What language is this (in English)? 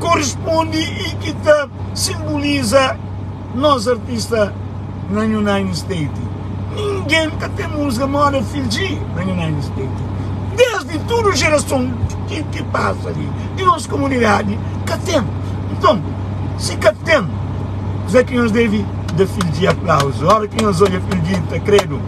Kabuverdianu